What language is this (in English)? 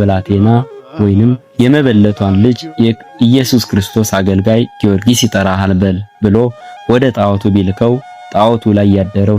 Amharic